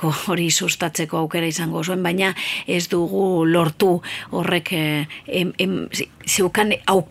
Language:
Basque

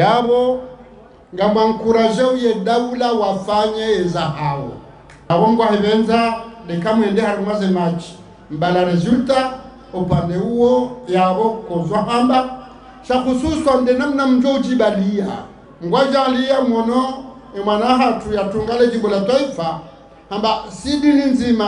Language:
Ngazidja Comorian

